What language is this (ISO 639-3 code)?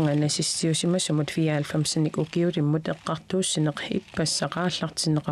kal